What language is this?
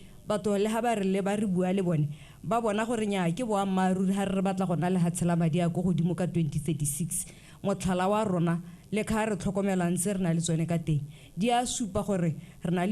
Tswana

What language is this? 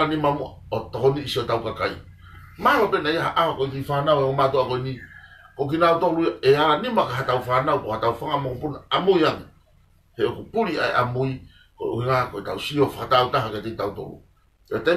Tongan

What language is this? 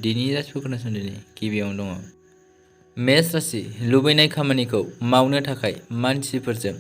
Bodo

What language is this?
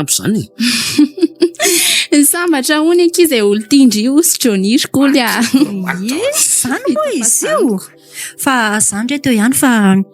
Malagasy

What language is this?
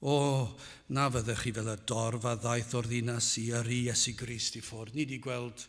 Welsh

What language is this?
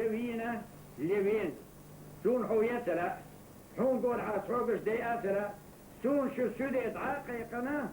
Chechen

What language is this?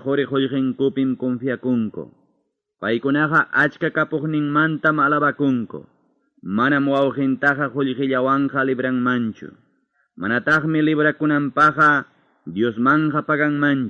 Ayacucho Quechua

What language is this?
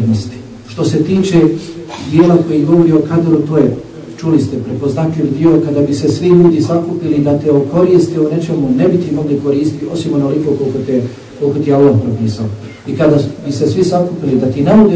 Bosnian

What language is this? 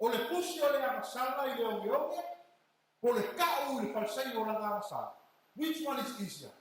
Samoan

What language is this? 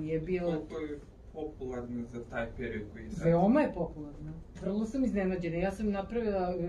Serbian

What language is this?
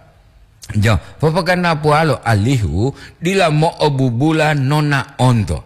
Gorontalo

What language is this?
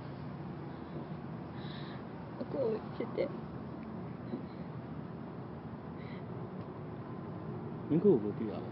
Burmese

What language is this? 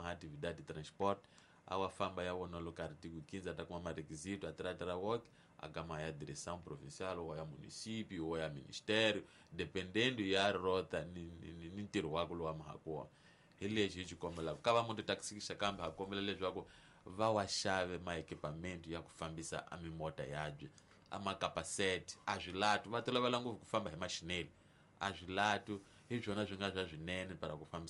Tsonga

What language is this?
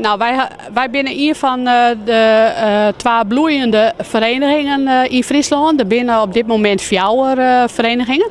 Western Frisian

